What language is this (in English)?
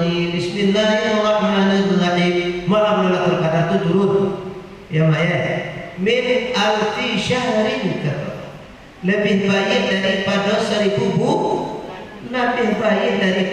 Minangkabau